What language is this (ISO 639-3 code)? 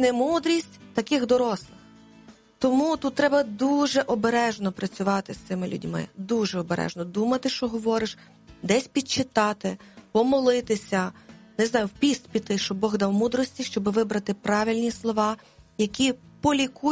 ukr